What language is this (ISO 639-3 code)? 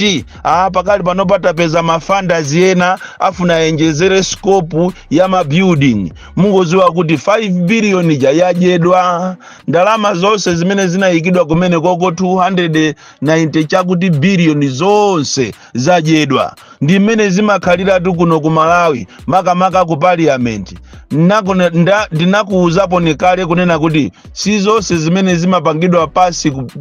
nya